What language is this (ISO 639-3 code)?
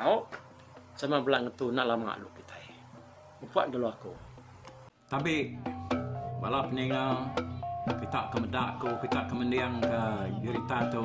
iba